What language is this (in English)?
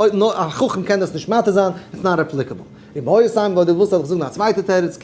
Yiddish